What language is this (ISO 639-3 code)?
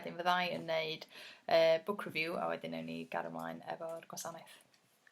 cym